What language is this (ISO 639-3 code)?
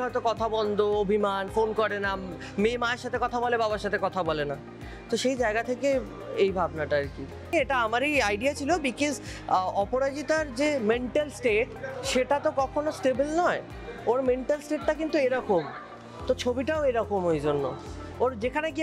ben